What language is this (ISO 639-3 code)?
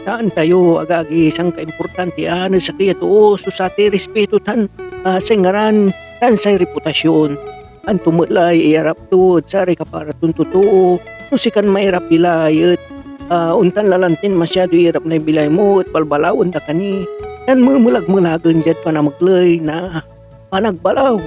pag